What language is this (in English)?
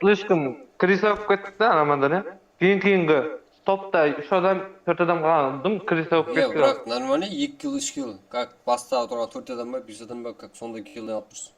Kara-Kalpak